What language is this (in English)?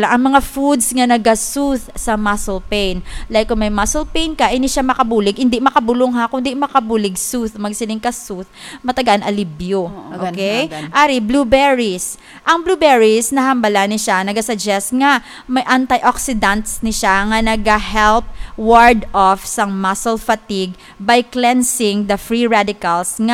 Hiligaynon